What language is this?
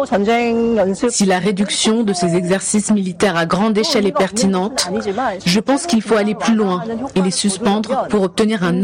French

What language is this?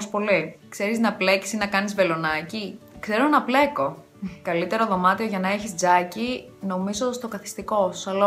Greek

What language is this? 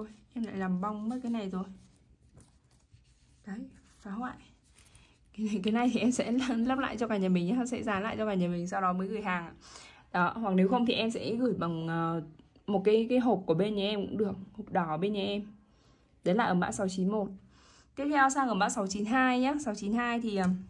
Vietnamese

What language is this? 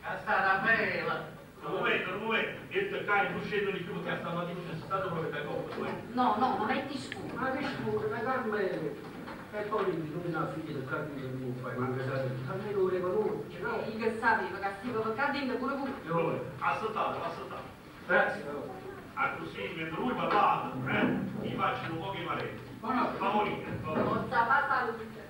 Neapolitan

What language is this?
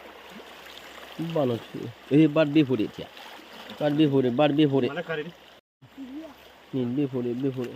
S'gaw Karen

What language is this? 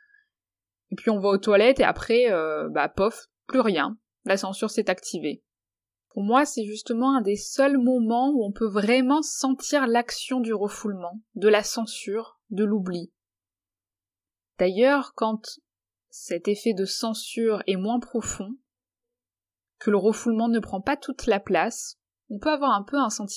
French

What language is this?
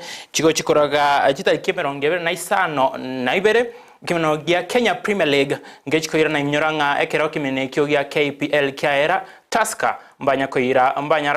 Gusii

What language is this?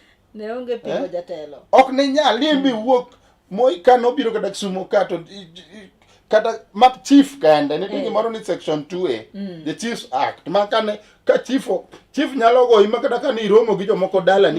Luo (Kenya and Tanzania)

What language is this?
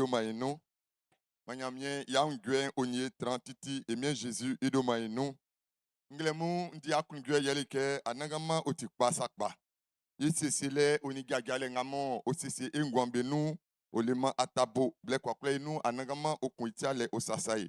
Baoulé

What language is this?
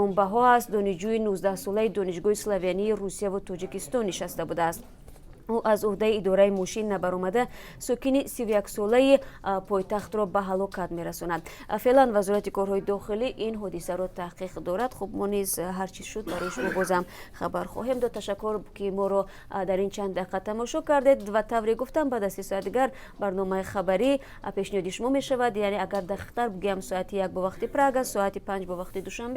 Tajik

